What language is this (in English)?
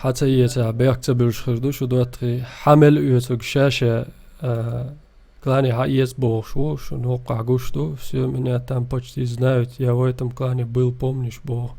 Chechen